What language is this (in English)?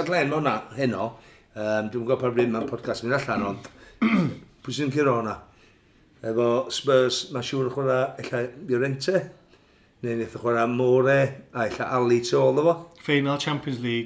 Welsh